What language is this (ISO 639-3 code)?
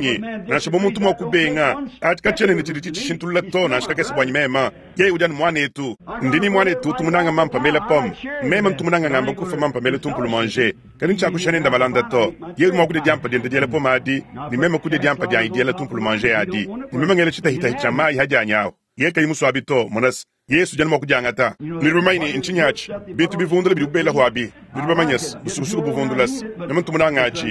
lua